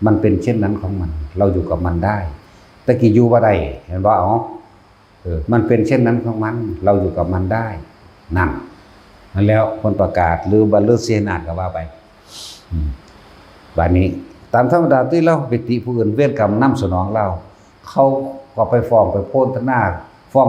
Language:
Northeastern Thai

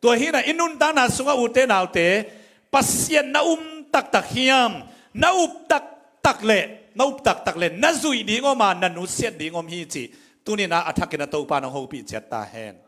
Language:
Tedim Chin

